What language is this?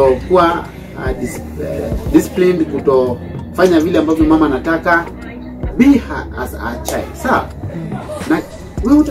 Swahili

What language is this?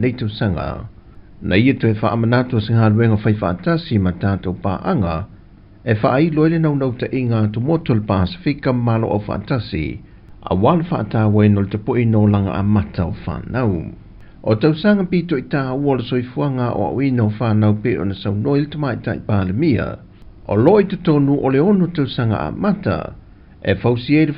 Samoan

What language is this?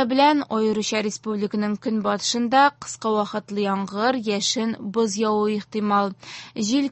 Tatar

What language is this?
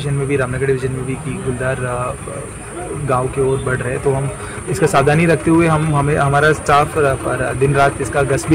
Hindi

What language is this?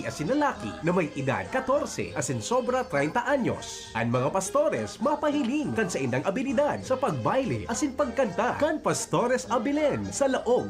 Bikol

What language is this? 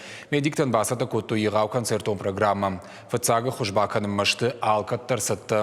Ossetic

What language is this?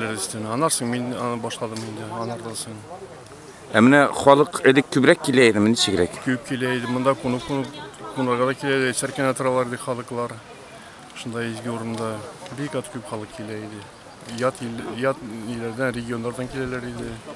Tatar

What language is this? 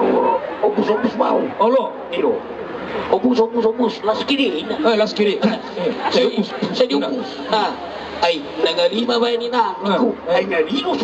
Batak Toba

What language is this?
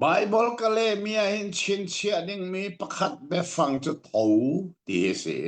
Hakha Chin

